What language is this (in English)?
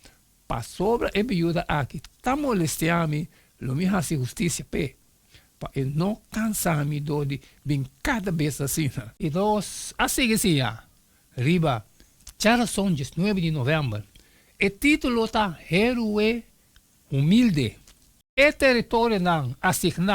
Papiamento